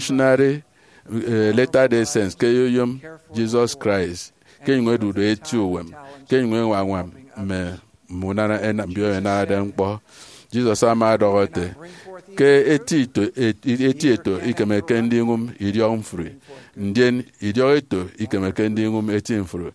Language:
Efik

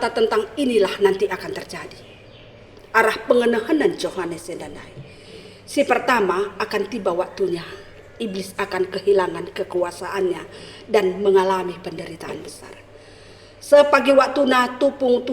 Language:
Batak Karo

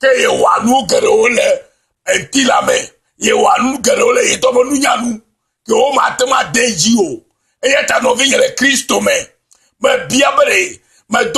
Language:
Ewe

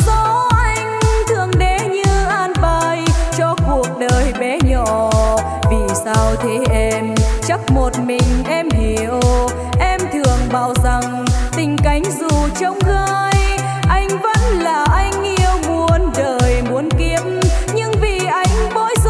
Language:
Vietnamese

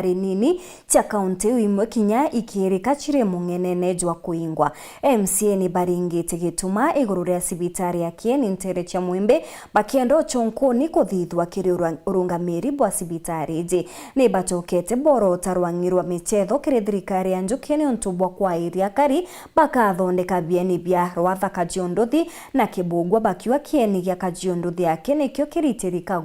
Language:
Meru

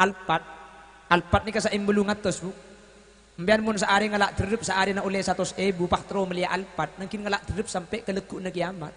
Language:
Madurese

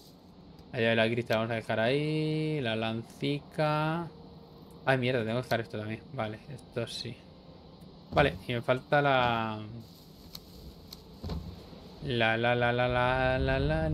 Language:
Spanish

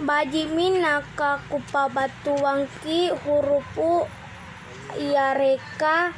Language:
Makasar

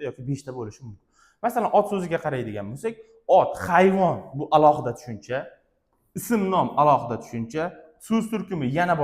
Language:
Uzbek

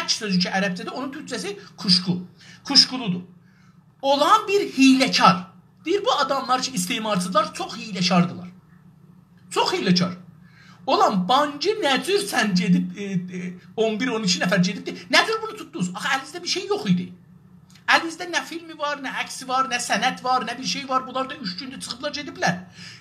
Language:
South Azerbaijani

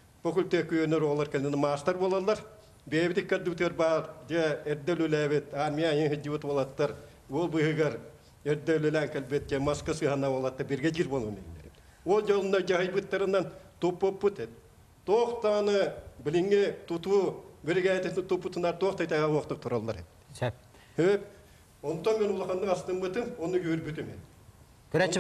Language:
Yakut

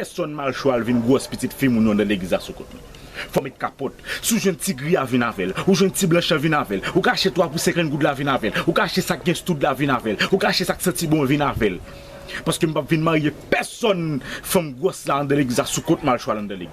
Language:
Haitian Creole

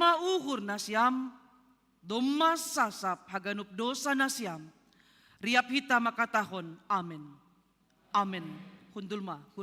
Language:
Batak Simalungun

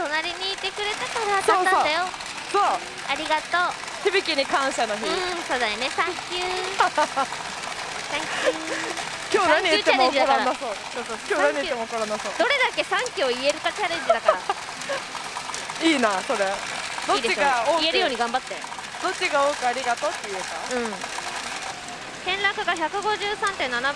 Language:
Japanese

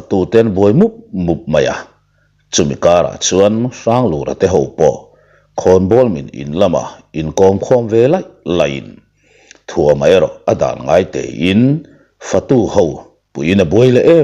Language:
Mizo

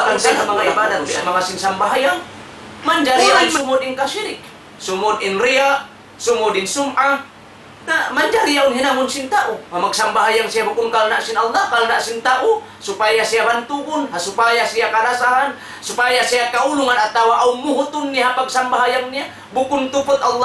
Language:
Tausug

